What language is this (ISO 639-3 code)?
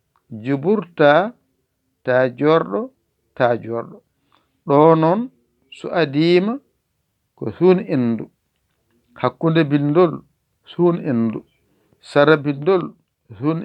ful